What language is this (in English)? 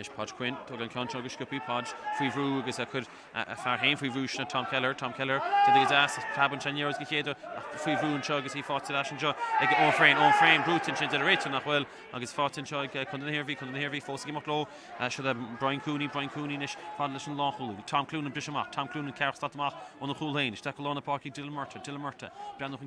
Irish